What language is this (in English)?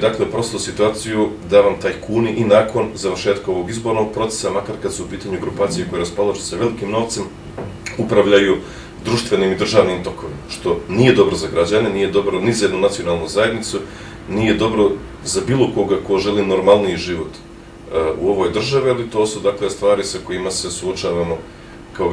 Bosnian